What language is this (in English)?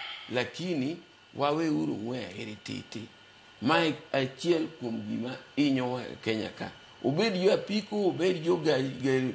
Luo (Kenya and Tanzania)